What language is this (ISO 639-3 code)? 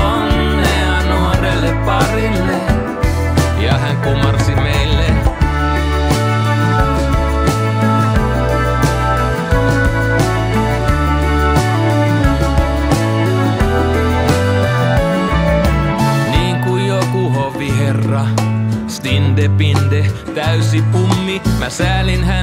fin